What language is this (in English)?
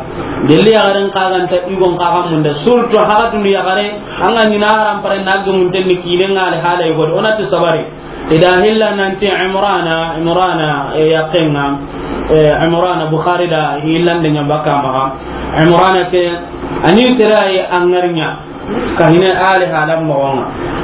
Soninke